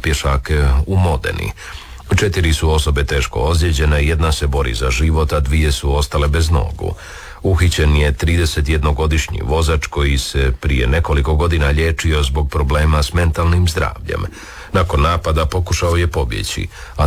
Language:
Croatian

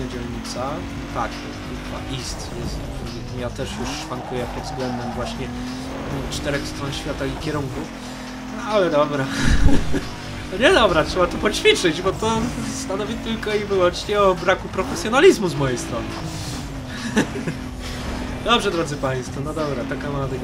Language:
Polish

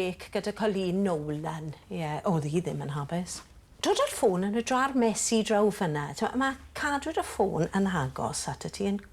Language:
Welsh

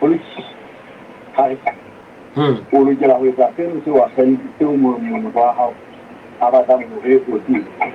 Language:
Southern Sotho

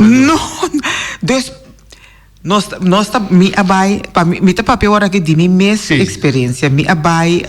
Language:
Papiamento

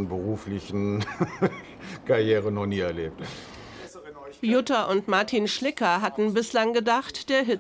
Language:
German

